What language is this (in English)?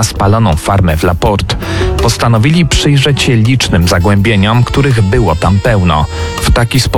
Polish